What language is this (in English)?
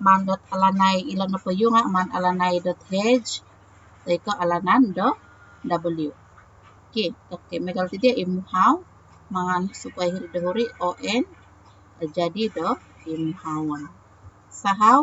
Central Dusun